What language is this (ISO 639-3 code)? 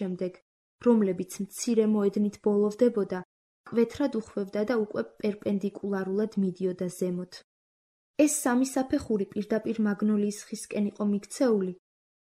kat